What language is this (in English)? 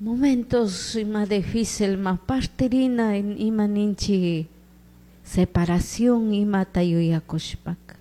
Chimborazo Highland Quichua